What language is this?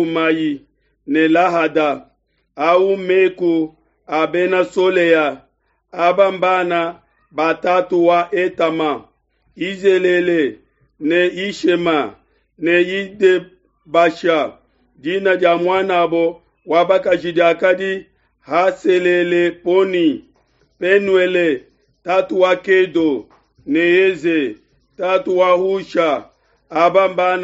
Luba-Lulua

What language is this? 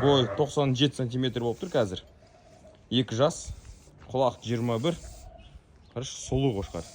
Kazakh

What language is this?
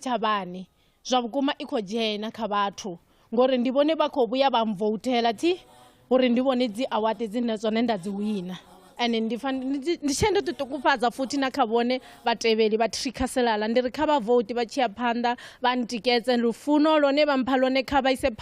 Venda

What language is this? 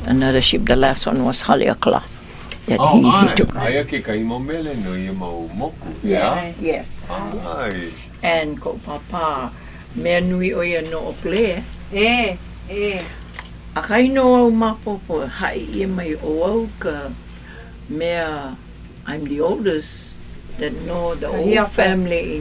Hawaiian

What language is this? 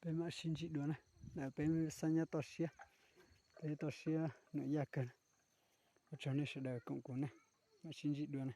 Hmong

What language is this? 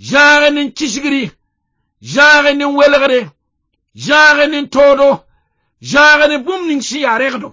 Mossi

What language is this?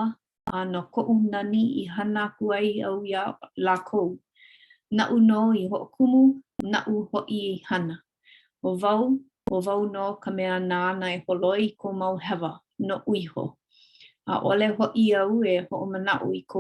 Hawaiian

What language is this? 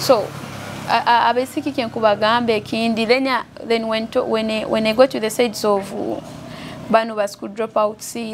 Nyoro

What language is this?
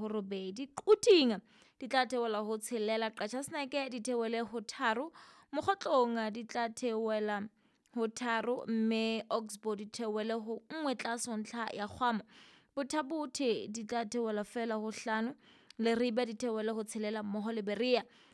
Southern Sotho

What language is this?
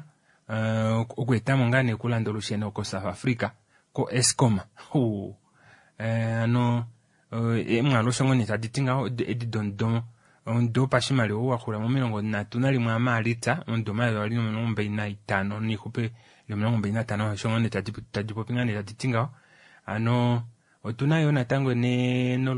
Kuanyama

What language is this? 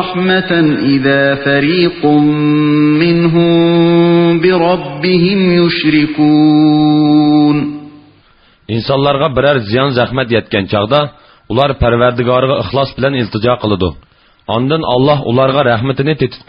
Uyghur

